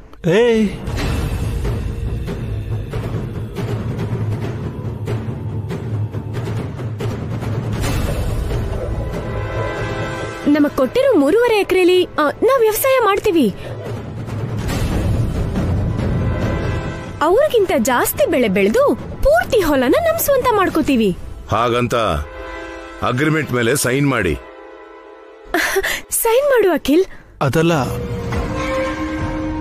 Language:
Kannada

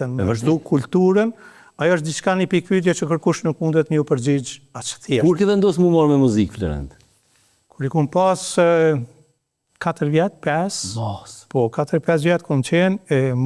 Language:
Albanian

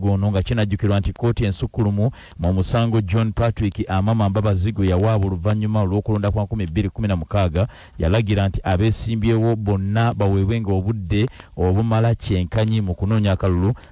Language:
Ganda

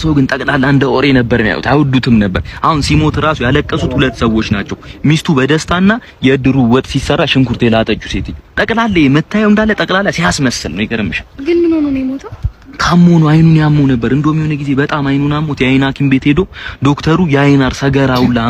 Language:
Amharic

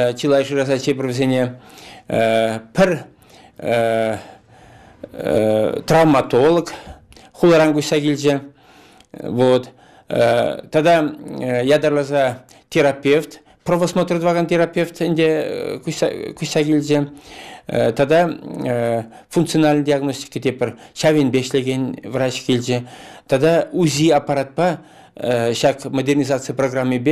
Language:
Chuvash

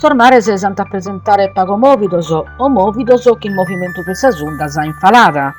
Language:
Sardinian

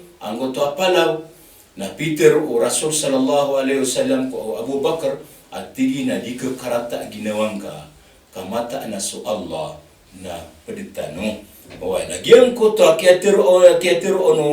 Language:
Maranao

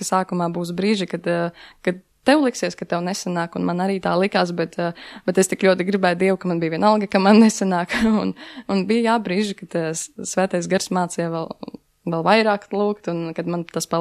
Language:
Latvian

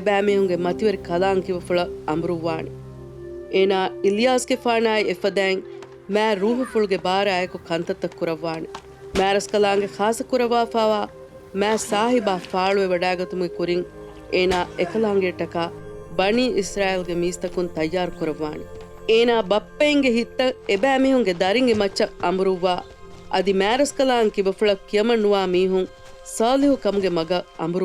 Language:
Divehi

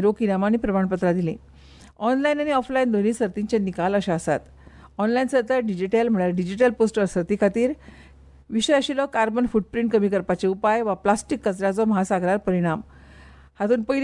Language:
Konkani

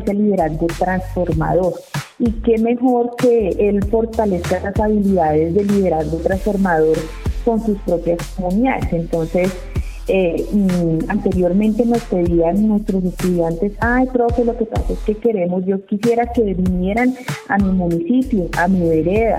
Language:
Spanish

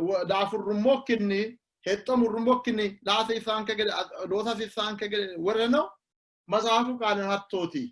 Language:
Sidamo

